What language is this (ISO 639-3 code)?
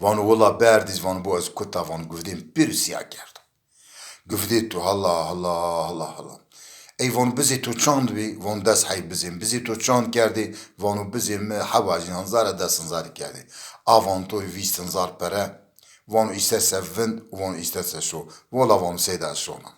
zza